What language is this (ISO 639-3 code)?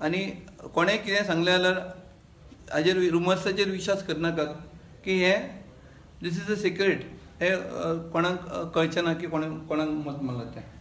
kok